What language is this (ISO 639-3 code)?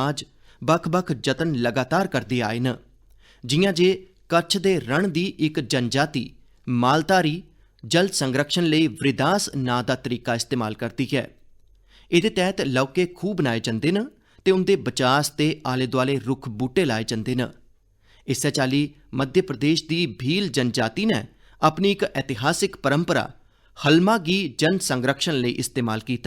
doi